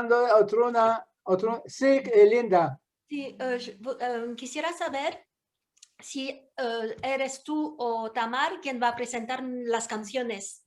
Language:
Ladino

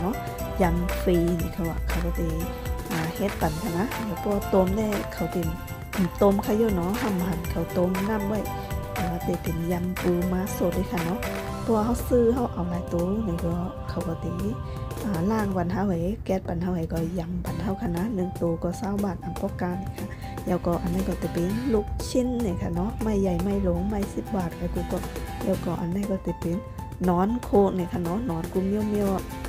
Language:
Shan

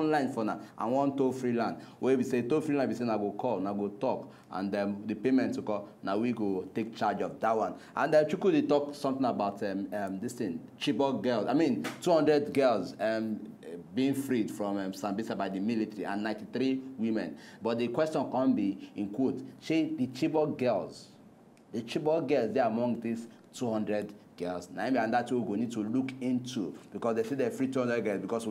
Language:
Nigerian Pidgin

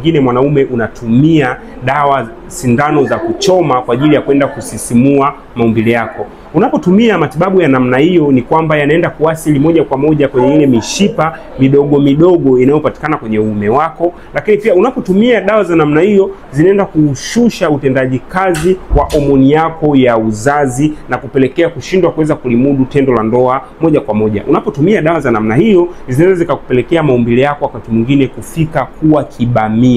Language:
Swahili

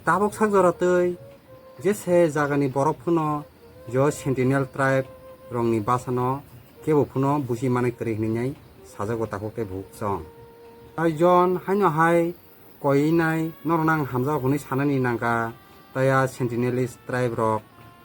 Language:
Kok Borok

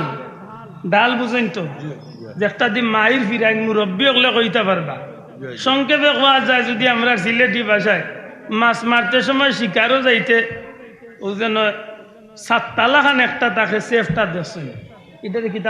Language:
Sylheti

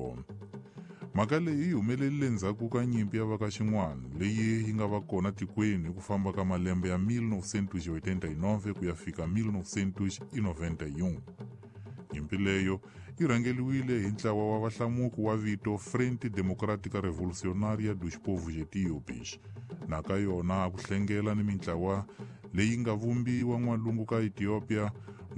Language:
Tsonga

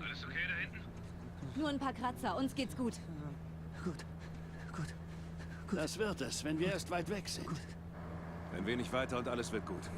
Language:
Swiss German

